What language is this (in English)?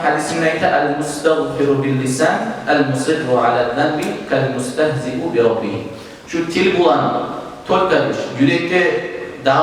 Kumyk